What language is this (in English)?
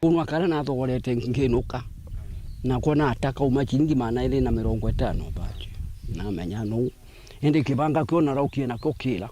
Meru